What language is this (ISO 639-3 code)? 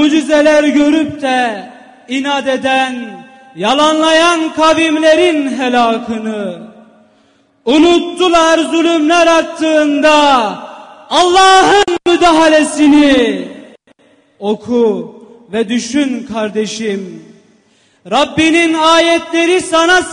tur